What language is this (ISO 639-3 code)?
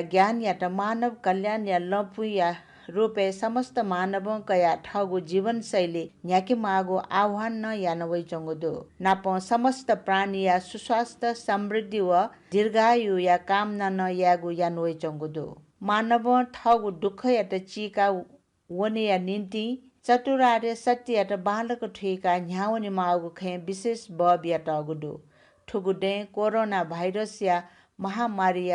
new